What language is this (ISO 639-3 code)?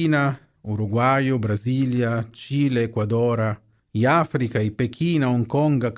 lit